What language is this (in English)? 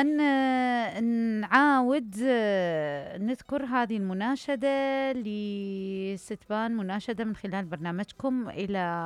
Mesopotamian Arabic